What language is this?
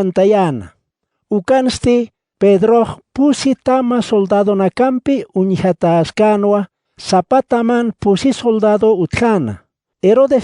Aymara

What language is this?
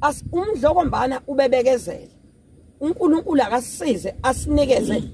Zulu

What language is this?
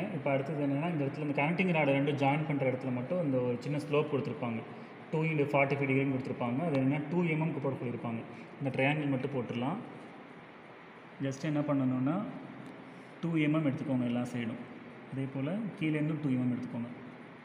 Tamil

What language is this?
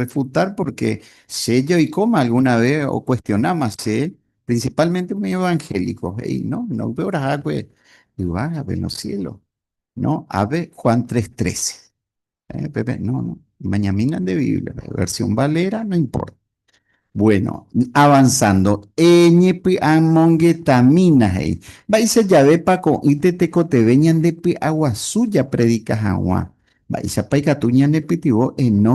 Guarani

